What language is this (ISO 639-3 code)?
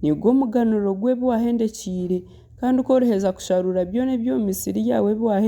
nyn